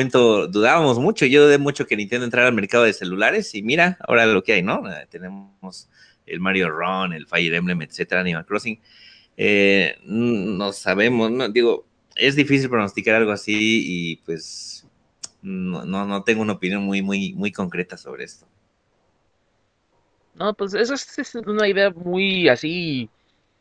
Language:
Spanish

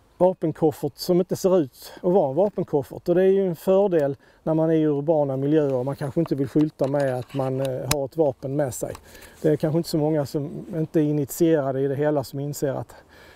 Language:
Swedish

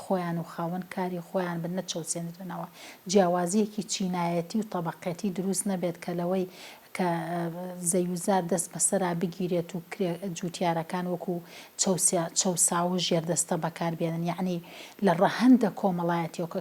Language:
Central Kurdish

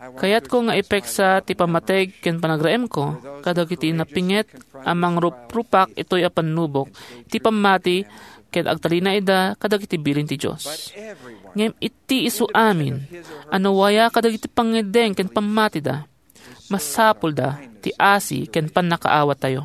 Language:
Iloko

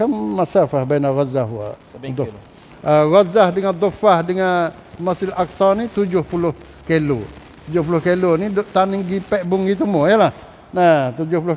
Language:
Malay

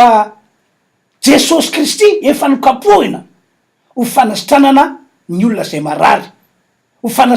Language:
Malagasy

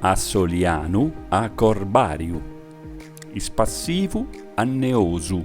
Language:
Sardinian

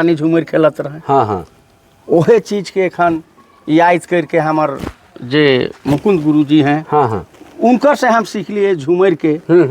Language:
Sadri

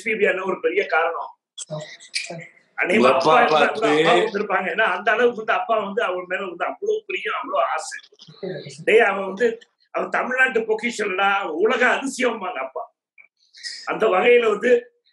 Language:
Tamil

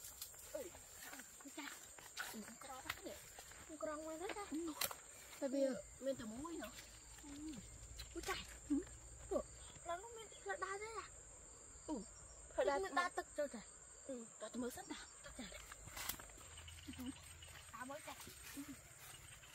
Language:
Vietnamese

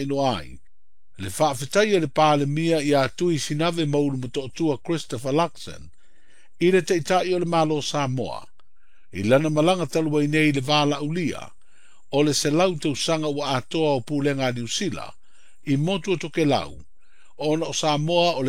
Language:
Samoan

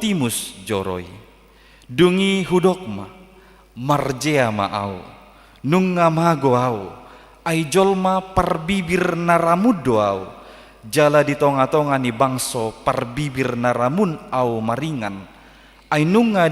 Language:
Batak Toba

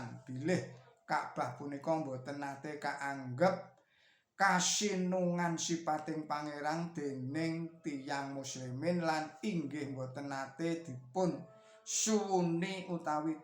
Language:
Javanese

